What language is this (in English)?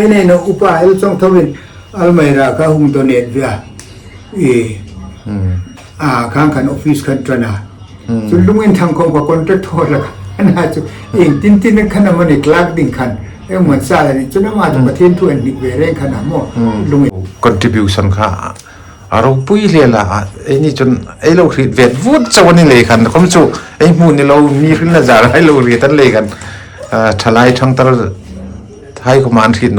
Hmar